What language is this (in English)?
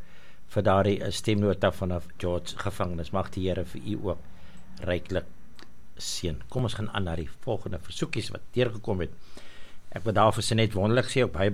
Afrikaans